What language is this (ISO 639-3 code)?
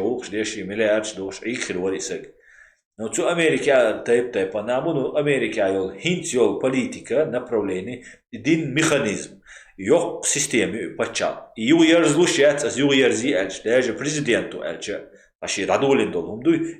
che